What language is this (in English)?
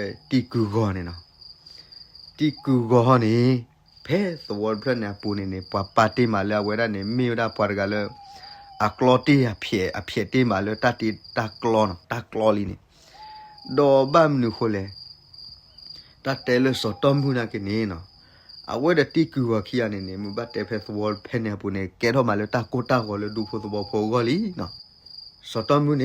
S'gaw Karen